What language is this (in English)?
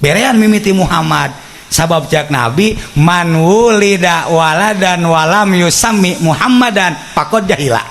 Sundanese